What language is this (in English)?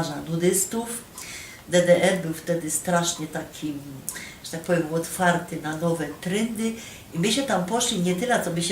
Silesian